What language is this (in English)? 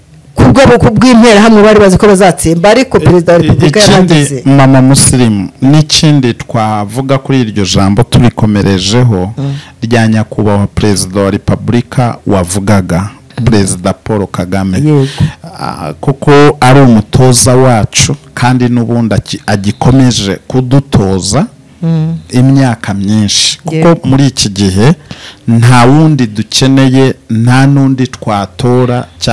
Kinyarwanda